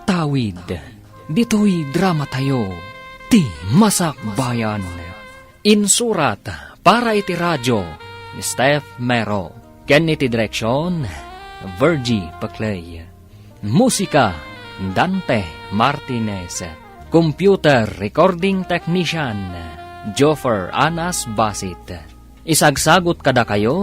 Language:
Iloko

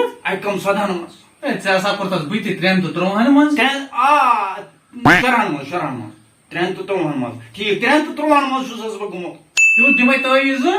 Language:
Kashmiri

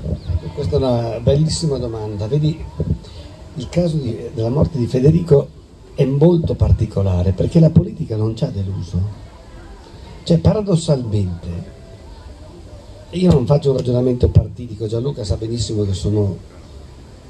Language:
Italian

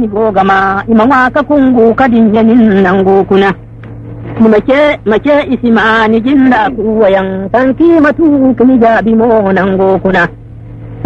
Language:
Zarma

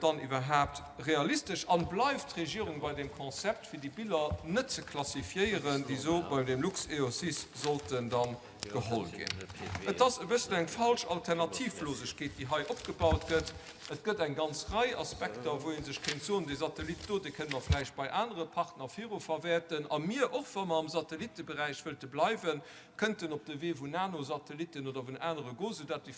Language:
Luxembourgish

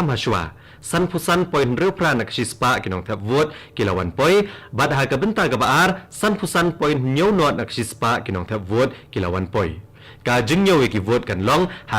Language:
Khasi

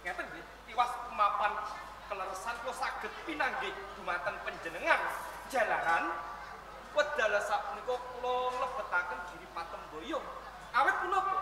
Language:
Javanese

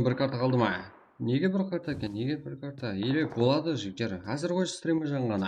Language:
Kara-Kalpak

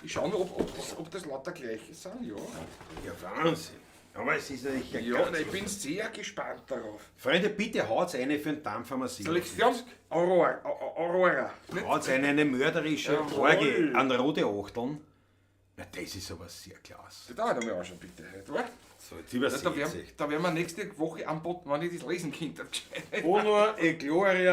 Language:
Bavarian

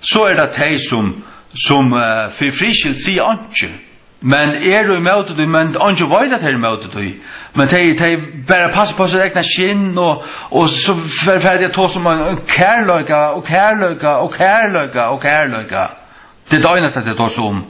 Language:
Faroese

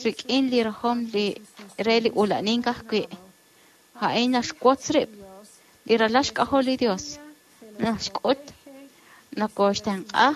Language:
Kekchí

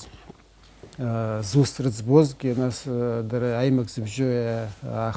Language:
Abkhazian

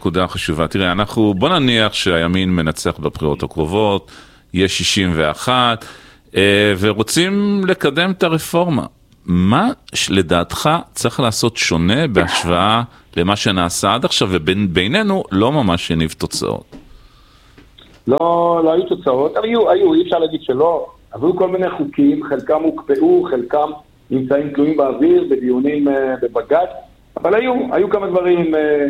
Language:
Hebrew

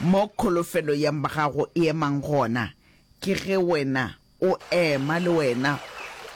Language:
Northern Sotho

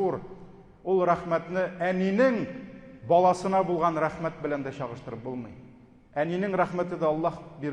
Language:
Tatar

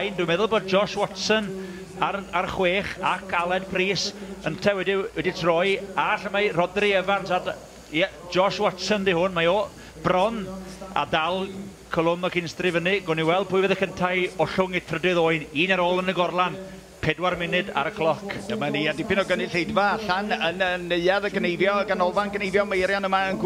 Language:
Welsh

